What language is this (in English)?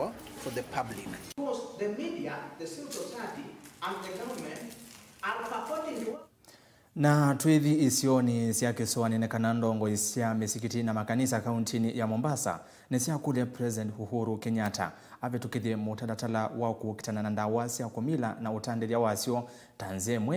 Kamba